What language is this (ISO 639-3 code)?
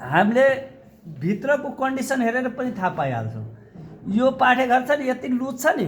nep